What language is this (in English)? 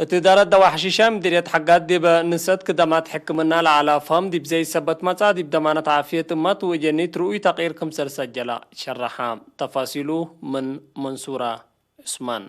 Tigre